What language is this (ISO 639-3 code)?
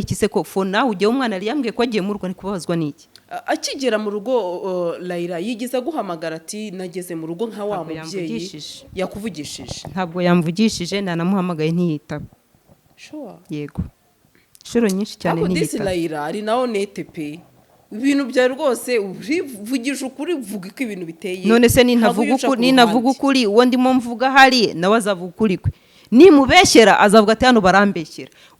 kin